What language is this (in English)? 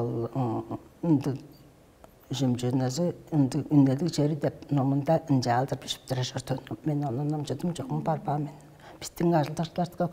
Tuvinian